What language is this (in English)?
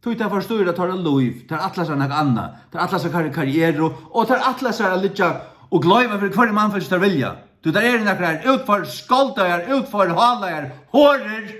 Faroese